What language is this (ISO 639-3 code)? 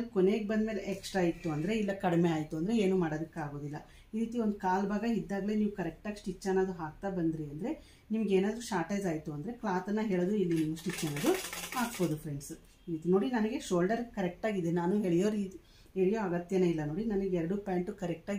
kan